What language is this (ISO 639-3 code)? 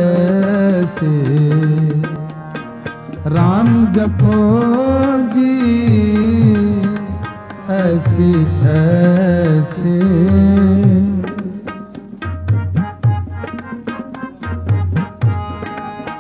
pan